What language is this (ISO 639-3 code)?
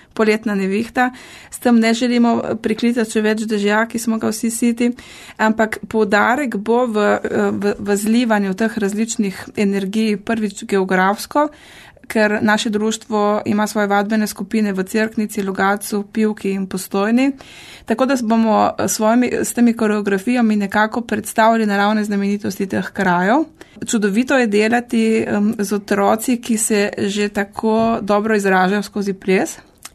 slv